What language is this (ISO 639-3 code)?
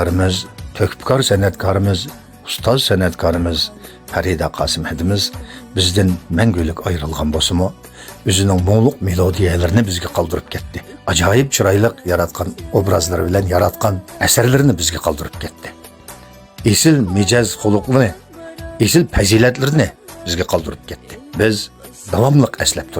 uig